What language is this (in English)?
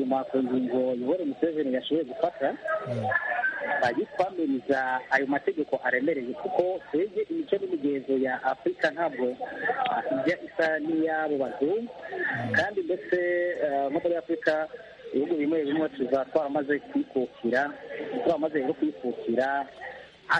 Kinyarwanda